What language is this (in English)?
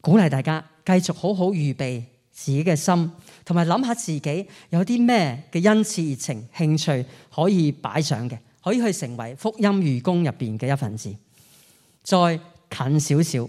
Cantonese